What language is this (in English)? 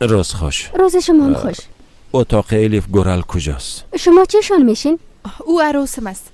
Persian